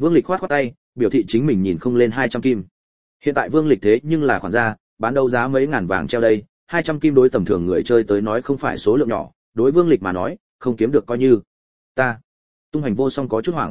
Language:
Vietnamese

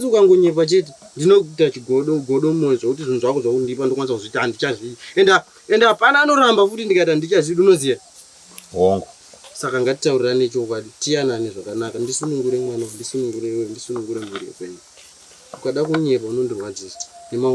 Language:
Shona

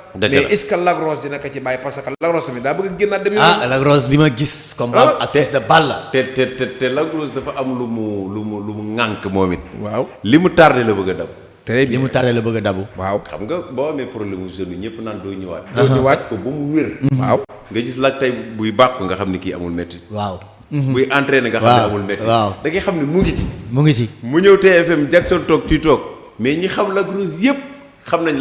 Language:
Wolof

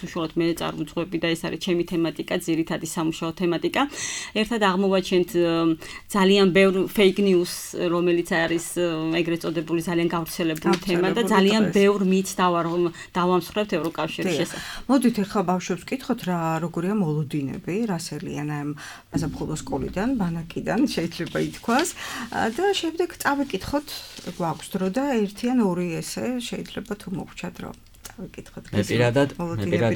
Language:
Georgian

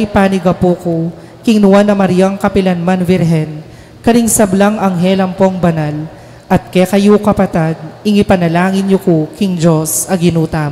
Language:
Pampanga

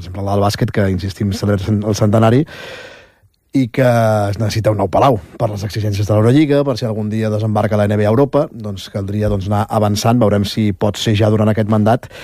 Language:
Catalan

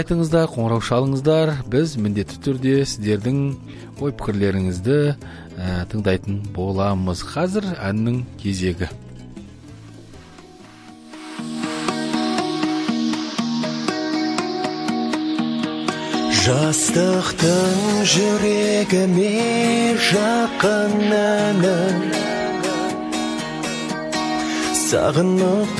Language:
Kazakh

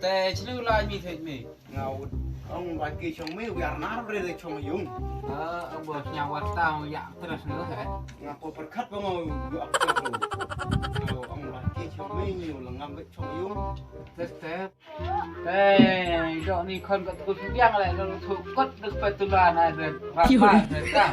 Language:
Khasi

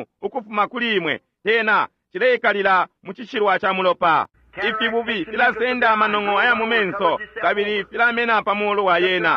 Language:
Bemba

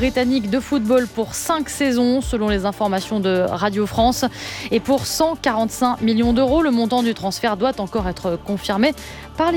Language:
French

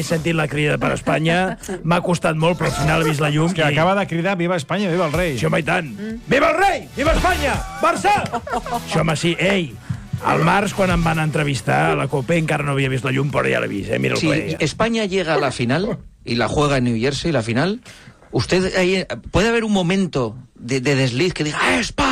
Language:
Catalan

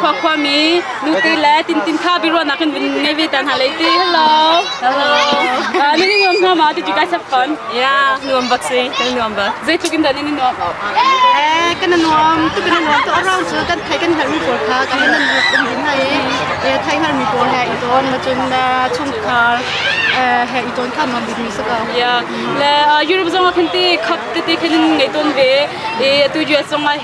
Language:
Hakha Chin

